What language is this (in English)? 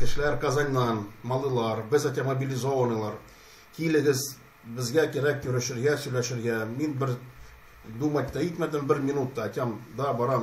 Tatar